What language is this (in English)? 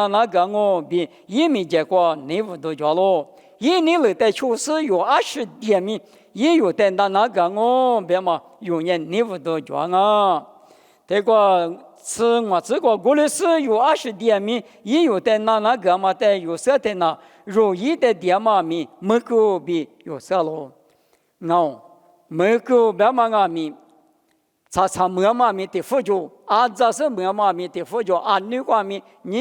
Lisu